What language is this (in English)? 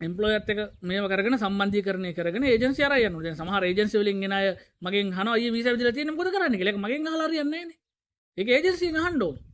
Sinhala